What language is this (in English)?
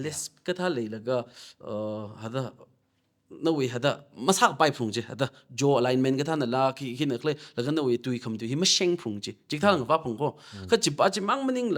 Tangkhul Naga (India)